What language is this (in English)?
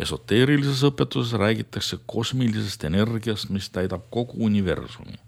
Estonian